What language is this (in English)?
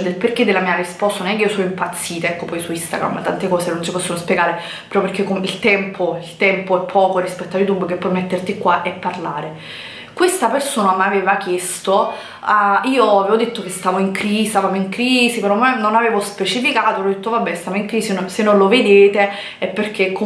Italian